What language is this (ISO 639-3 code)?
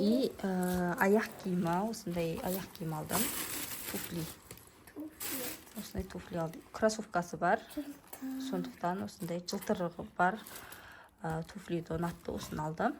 kaz